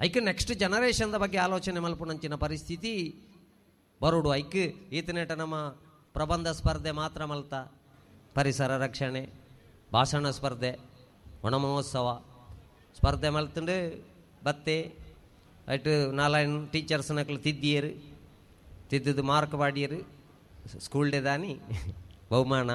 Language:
Tulu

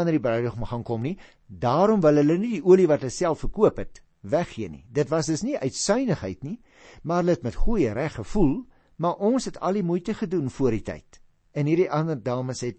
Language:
Afrikaans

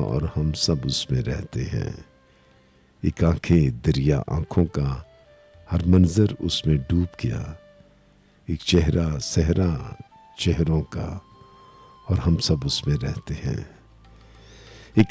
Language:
Urdu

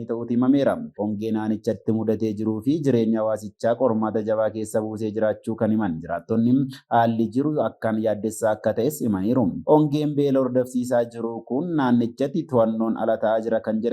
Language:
Oromo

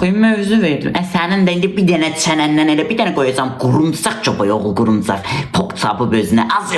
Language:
Azerbaijani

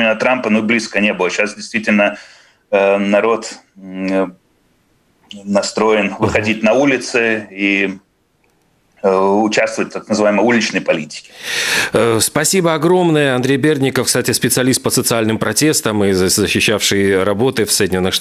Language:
Russian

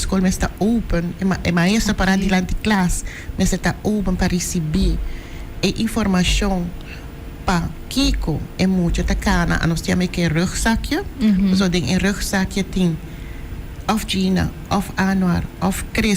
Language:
Papiamento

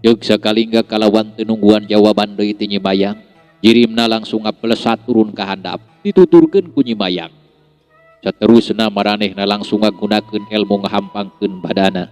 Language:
Sundanese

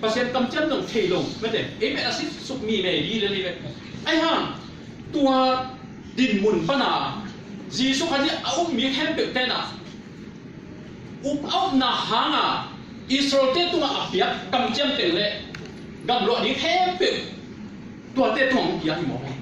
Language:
Tedim Chin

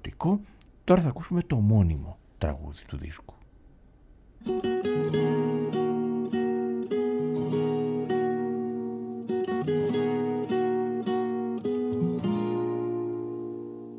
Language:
Greek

